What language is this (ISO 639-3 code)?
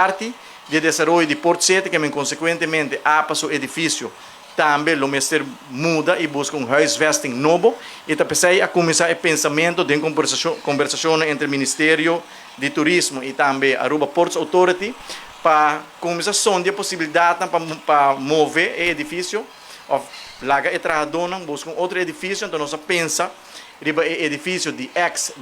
pap